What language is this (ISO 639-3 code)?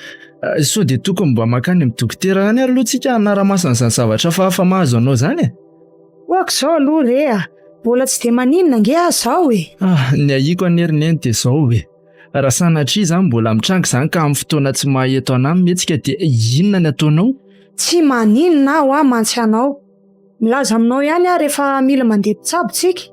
mlg